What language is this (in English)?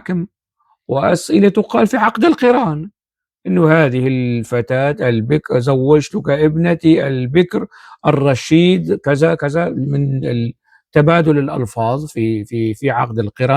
North Levantine Arabic